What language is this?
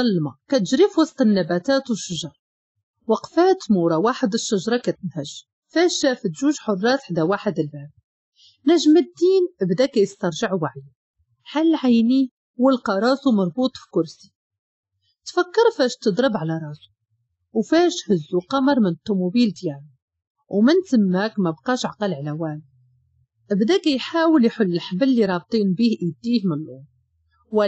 Moroccan Arabic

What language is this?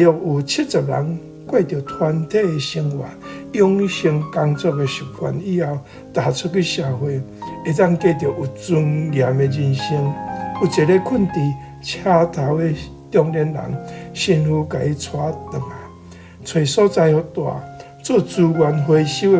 Min Nan Chinese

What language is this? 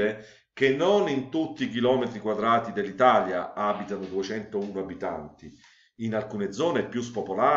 Italian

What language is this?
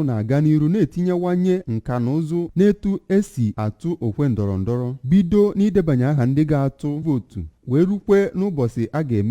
Igbo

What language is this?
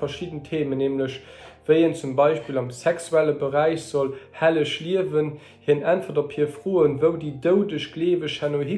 Luxembourgish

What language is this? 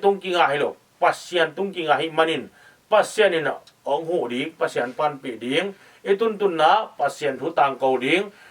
Tedim Chin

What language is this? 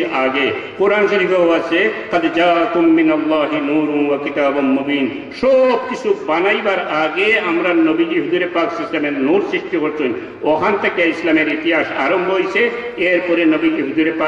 Sylheti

